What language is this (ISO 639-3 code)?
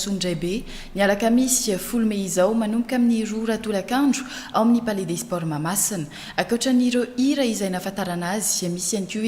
mlg